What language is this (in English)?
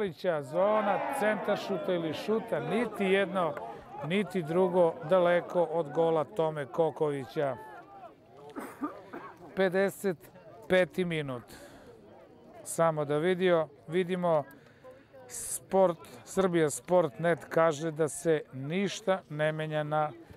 Serbian